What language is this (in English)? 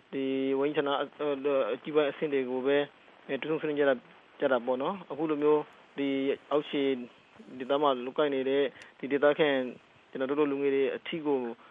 Burmese